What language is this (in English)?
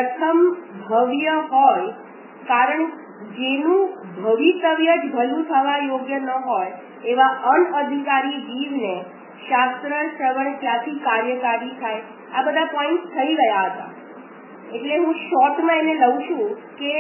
Gujarati